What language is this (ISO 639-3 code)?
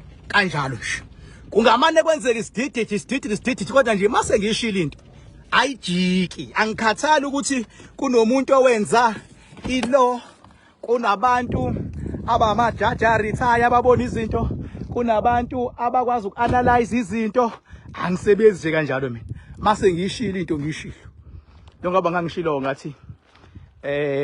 zul